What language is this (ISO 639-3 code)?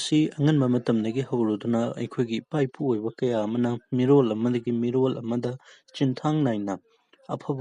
mni